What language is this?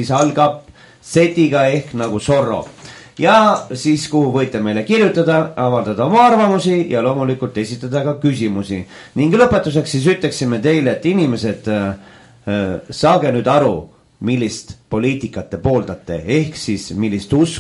Estonian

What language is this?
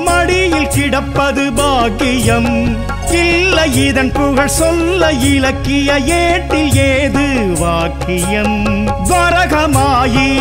Tamil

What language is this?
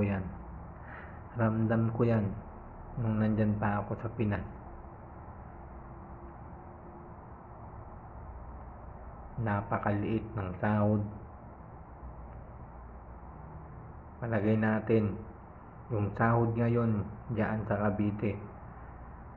Filipino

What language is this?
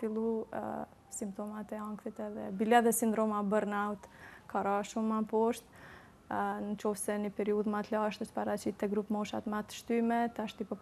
Albanian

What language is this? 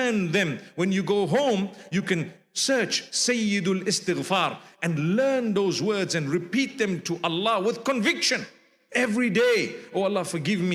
English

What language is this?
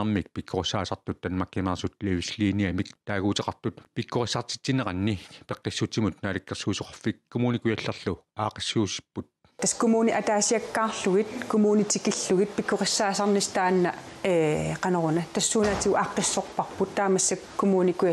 Kalaallisut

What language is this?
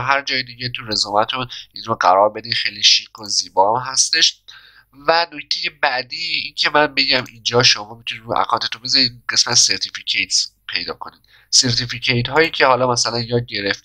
Persian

